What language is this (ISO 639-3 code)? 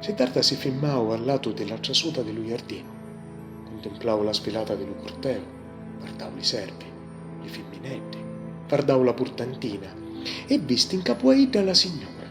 scn